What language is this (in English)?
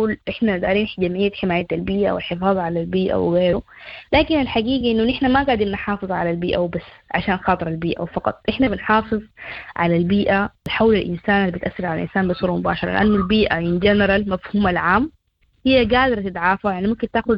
Sudanese Arabic